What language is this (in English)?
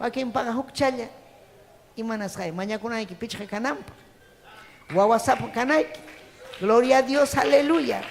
Ayacucho Quechua